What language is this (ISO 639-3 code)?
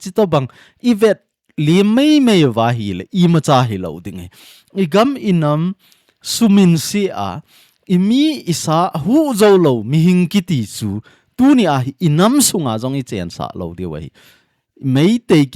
tcz